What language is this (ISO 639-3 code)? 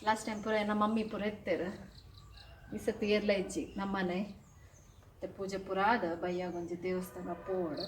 tcy